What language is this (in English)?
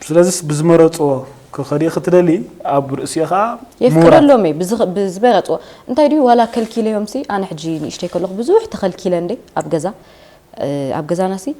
Tigrinya